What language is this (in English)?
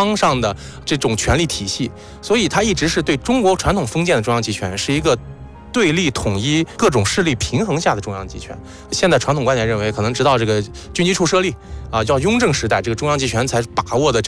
Chinese